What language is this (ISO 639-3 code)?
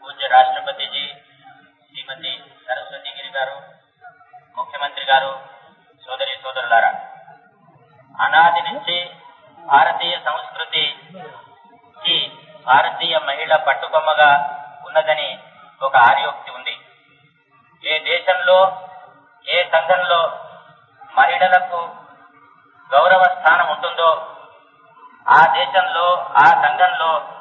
tel